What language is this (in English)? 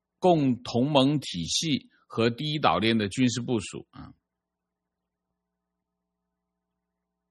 Chinese